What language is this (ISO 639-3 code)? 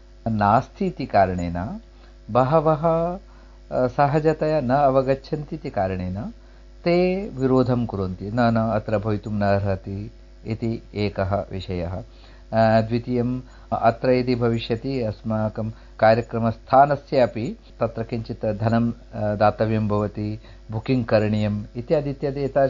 san